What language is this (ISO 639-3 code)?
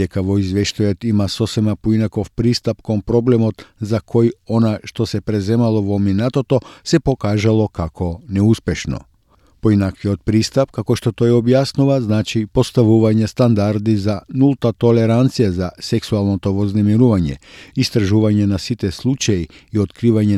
mkd